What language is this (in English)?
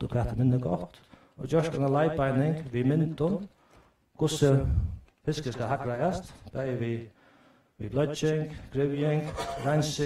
Faroese